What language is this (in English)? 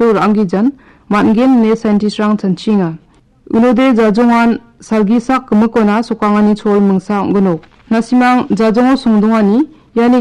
Garo